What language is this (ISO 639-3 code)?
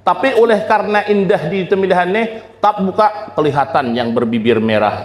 bjn